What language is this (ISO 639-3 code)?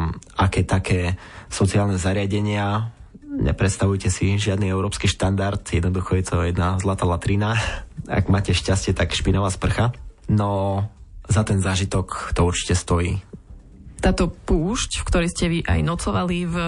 slk